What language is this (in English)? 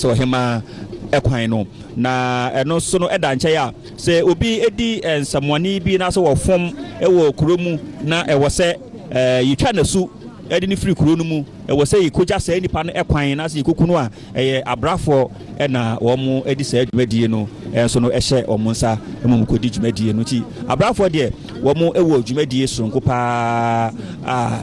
Akan